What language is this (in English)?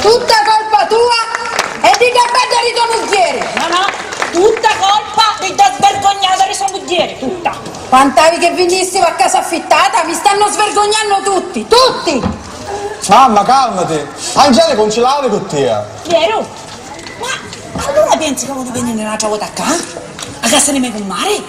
Sicilian